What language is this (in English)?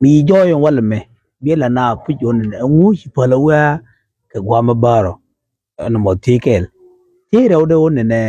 Nuer